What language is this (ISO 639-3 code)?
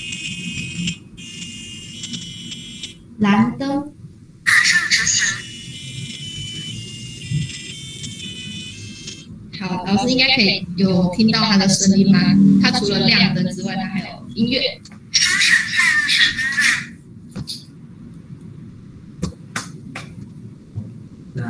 zho